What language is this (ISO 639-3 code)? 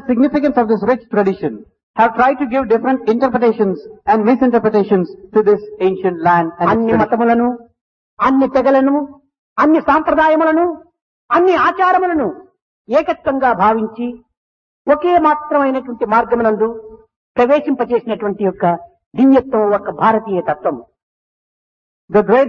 tel